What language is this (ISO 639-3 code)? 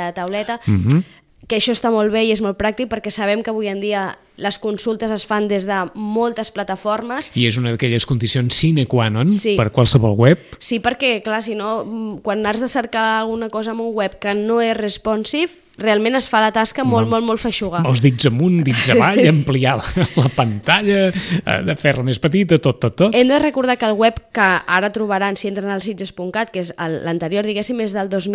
cat